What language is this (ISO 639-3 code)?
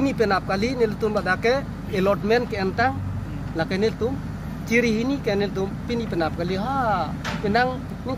mjw